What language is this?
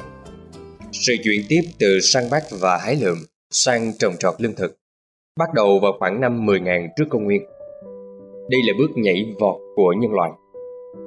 Vietnamese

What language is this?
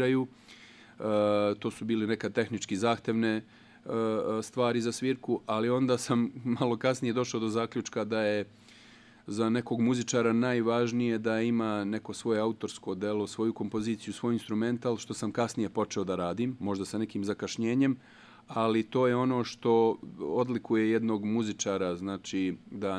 Serbian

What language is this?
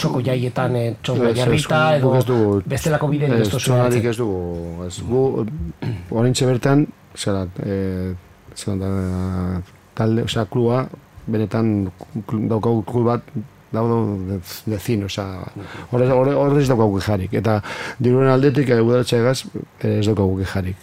Basque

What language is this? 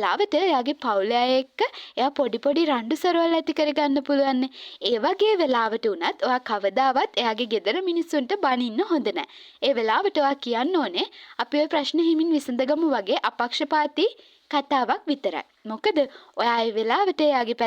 Sinhala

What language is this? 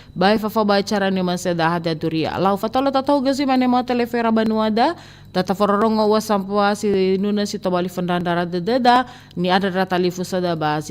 Nias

